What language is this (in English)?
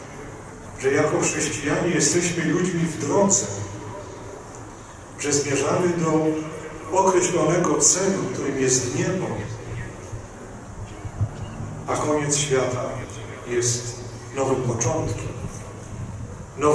Polish